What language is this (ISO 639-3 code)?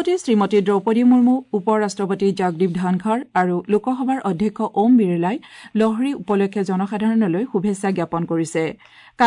asm